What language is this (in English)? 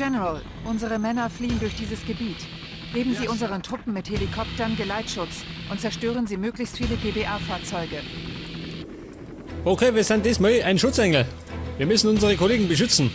Bavarian